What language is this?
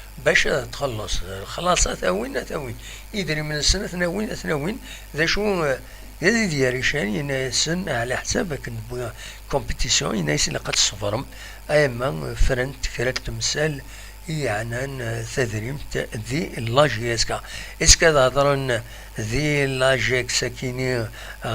Kabyle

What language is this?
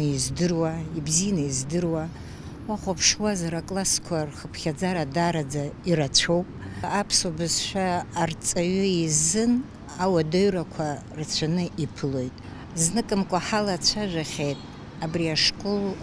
Abkhazian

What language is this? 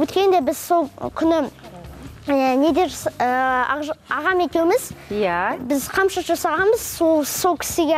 Kazakh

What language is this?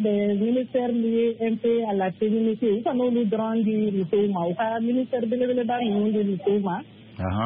Bambara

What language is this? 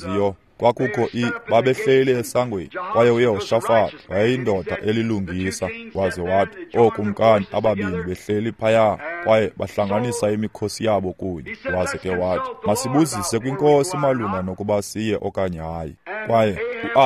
Xhosa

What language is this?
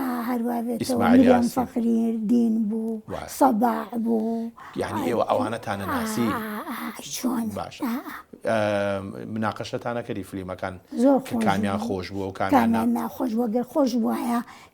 Central Kurdish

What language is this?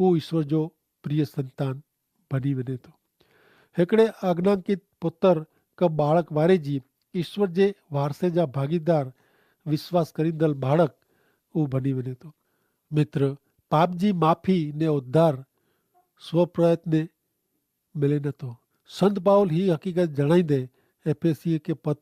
Kachhi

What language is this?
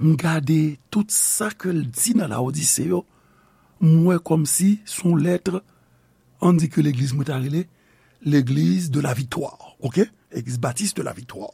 Haitian Creole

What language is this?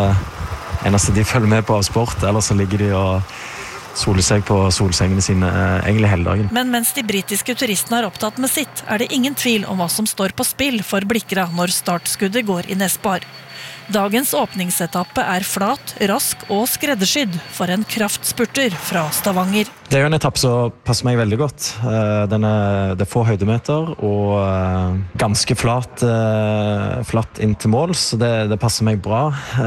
Norwegian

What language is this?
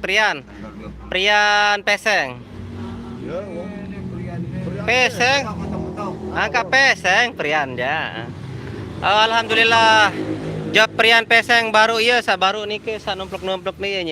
Sasak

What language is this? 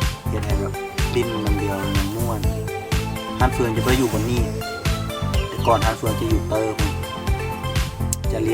Lao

